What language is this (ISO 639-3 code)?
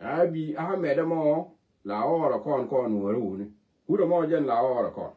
nus